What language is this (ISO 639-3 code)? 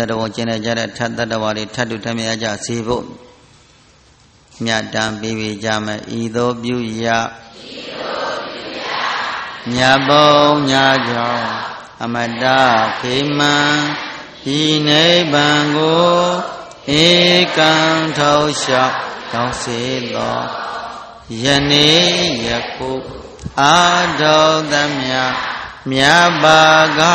mya